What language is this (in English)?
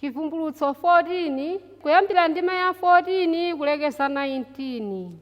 Nyanja